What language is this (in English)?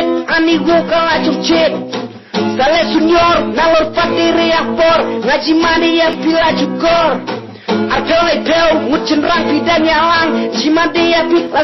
Khasi